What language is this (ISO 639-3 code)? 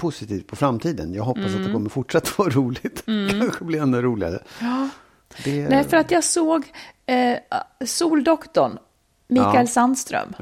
swe